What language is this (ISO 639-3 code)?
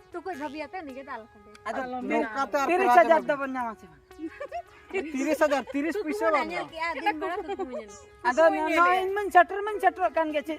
sat